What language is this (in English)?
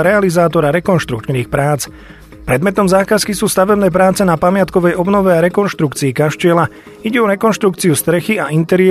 Slovak